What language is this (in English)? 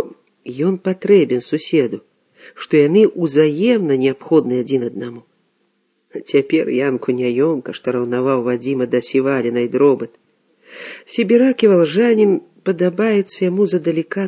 Belarusian